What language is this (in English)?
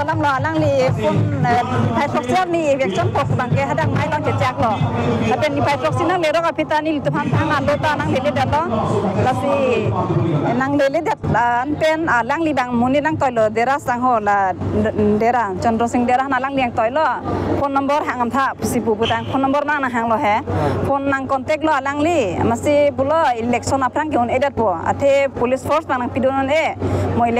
Karbi